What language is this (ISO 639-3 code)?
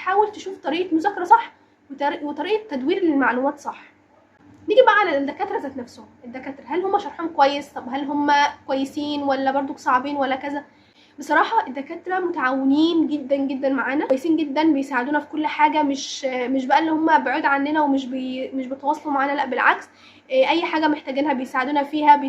arz